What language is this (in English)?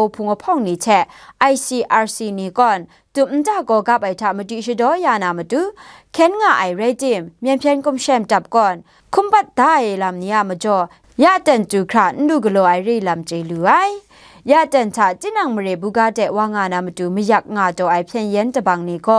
Kachin